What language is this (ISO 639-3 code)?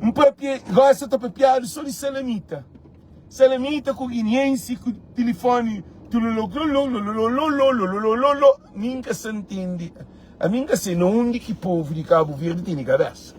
kea